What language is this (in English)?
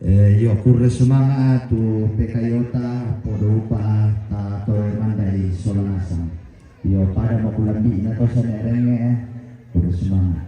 Toraja-Sa'dan